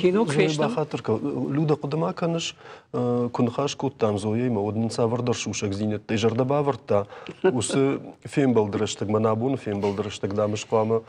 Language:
Ossetic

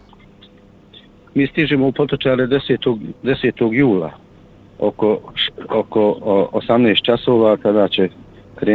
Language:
Bosnian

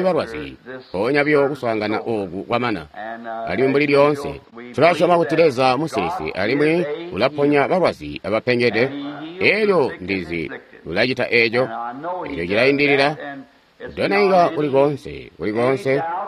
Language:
Tonga (Zambia)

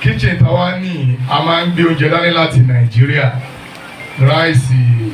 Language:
Yoruba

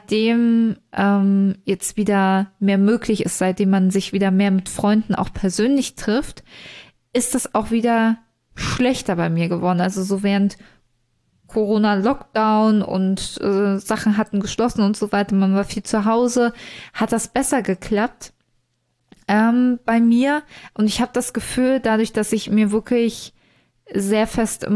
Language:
German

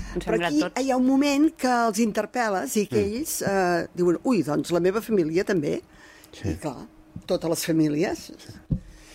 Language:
Catalan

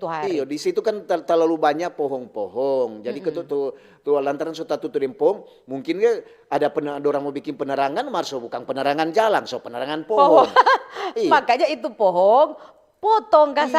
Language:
Manado Malay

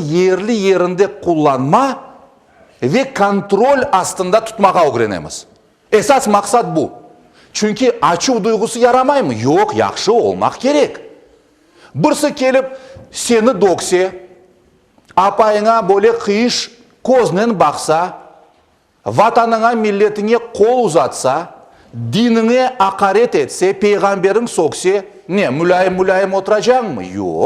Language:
Crimean Tatar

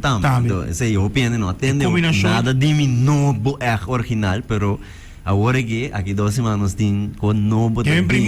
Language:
Papiamento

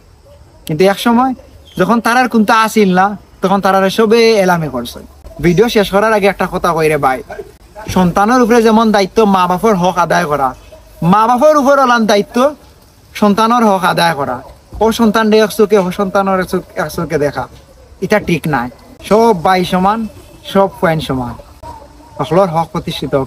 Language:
Sylheti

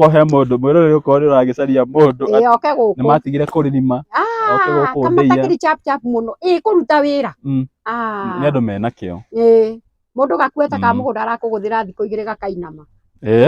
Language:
Kikuyu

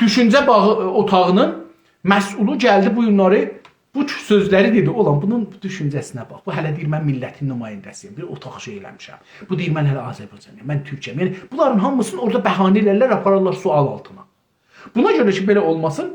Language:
South Azerbaijani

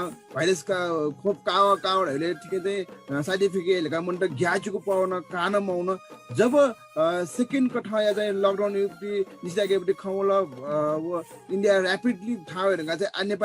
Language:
Newari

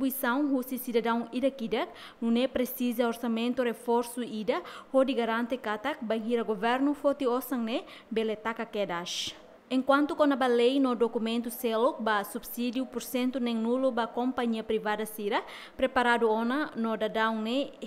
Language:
Tetum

